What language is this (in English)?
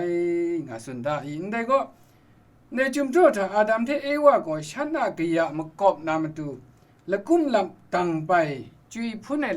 Kachin